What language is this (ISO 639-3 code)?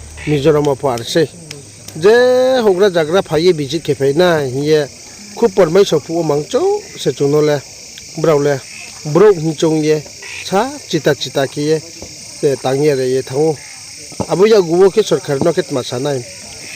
ria